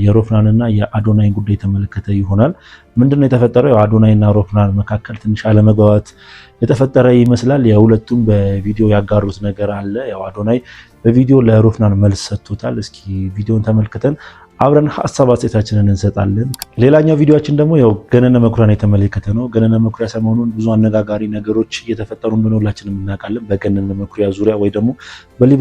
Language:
Amharic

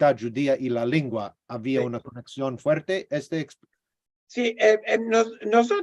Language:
Ladino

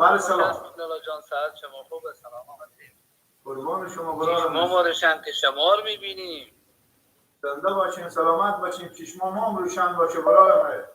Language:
Persian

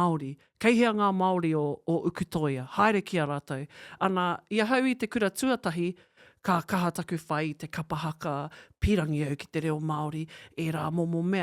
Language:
Māori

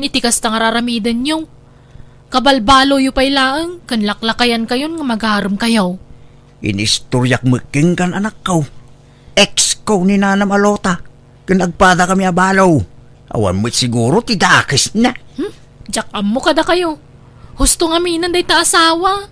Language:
Iloko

